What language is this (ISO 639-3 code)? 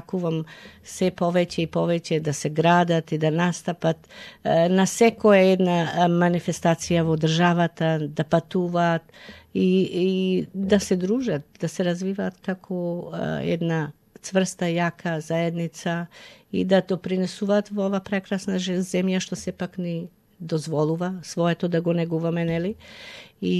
mkd